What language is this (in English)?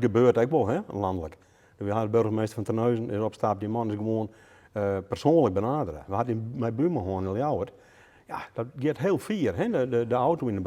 Western Frisian